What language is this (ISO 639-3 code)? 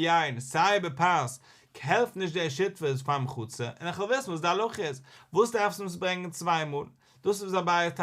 yid